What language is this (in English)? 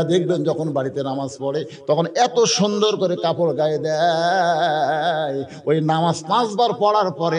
Bangla